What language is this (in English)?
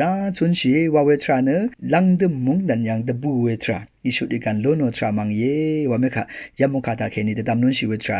Rawang